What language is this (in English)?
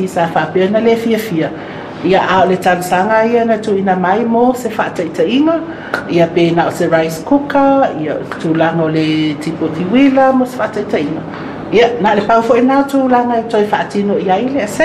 Samoan